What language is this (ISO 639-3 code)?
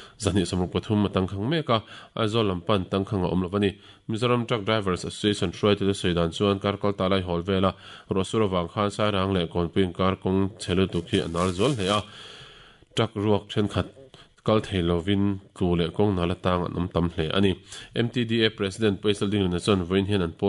lus